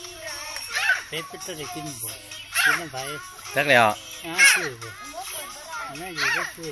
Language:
Lao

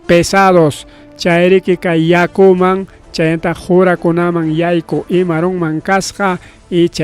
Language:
Ayacucho Quechua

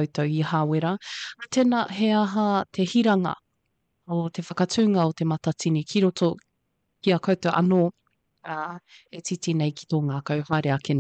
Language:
Māori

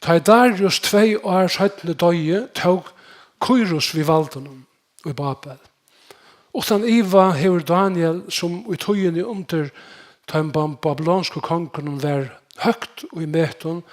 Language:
Faroese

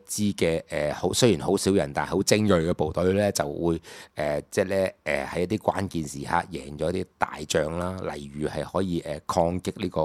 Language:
Cantonese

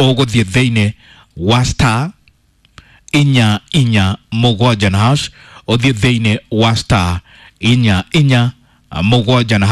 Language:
Kikuyu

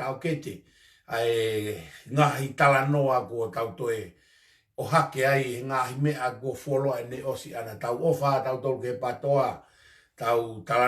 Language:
Tongan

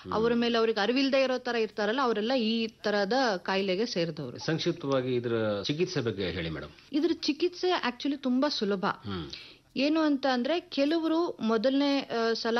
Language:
Kannada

